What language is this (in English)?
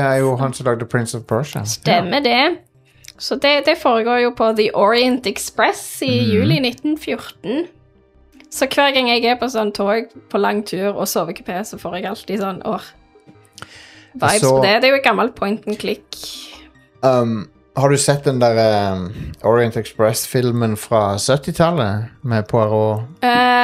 Norwegian